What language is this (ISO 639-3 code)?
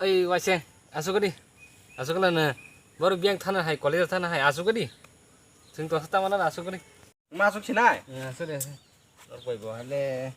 trp